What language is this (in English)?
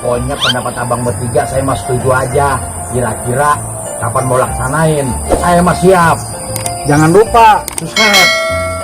Betawi